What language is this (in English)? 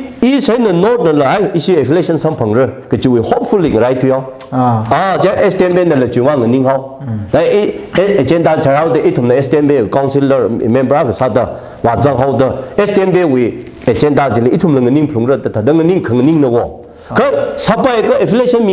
Tangkhul Naga (India)